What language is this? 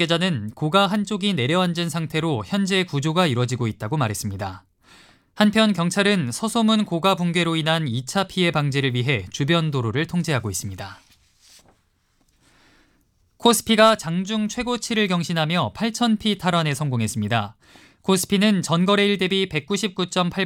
Korean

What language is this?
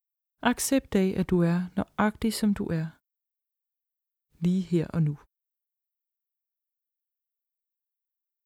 Danish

